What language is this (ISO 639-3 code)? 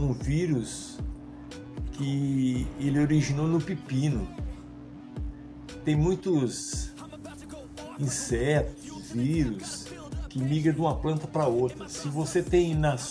por